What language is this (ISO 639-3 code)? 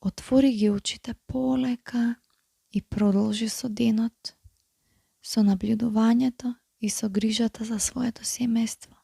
mkd